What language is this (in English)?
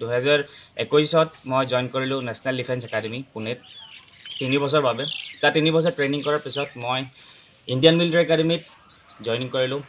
Assamese